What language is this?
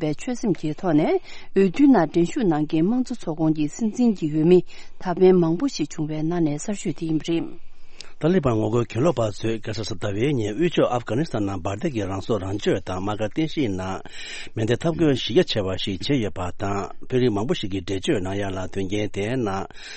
Tibetan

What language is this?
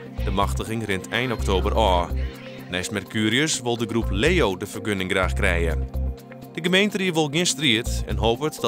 Western Frisian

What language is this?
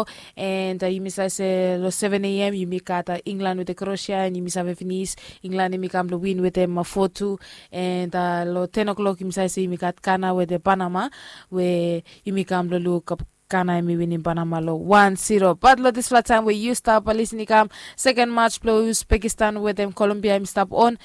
Bislama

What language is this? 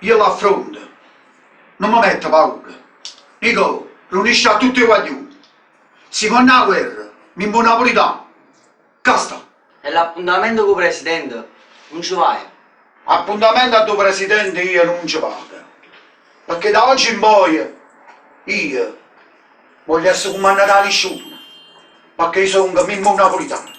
Neapolitan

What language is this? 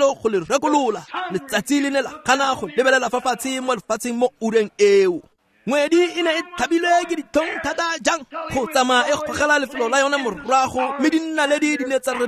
Tswana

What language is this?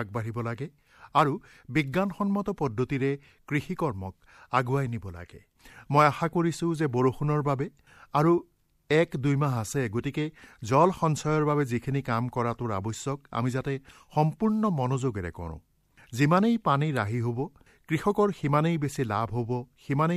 Assamese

